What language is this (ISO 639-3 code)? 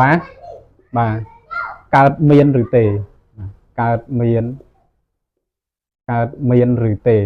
khm